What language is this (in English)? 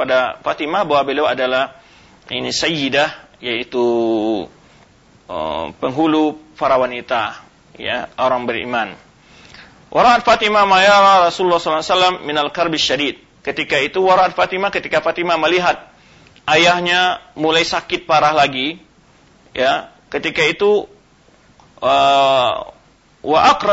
Indonesian